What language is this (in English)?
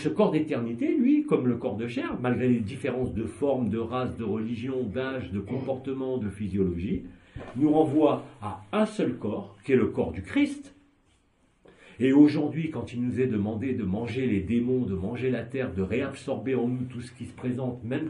French